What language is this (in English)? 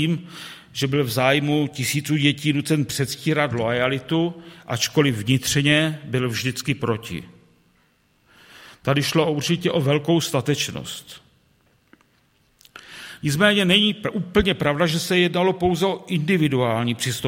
Czech